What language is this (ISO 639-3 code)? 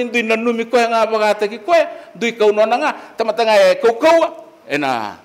fij